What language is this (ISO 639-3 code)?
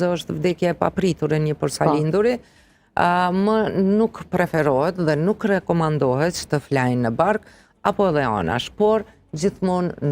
sqi